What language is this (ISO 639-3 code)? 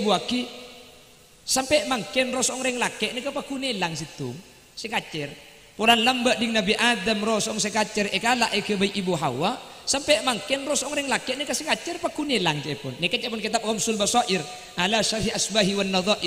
mad